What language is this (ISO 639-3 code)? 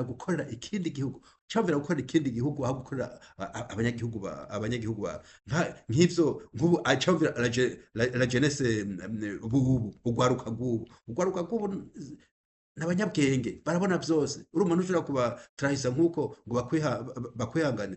run